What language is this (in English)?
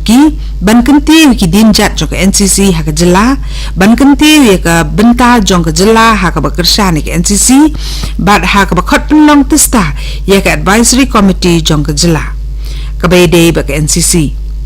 Khasi